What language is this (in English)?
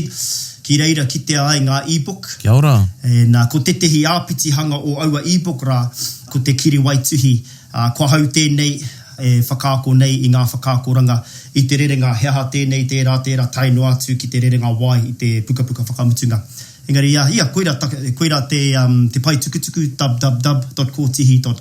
Māori